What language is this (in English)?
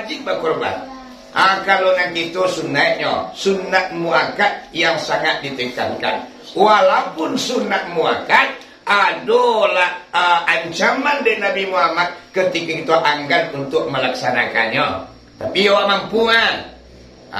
Minangkabau